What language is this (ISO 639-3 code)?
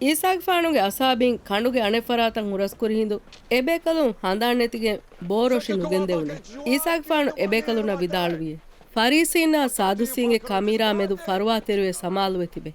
div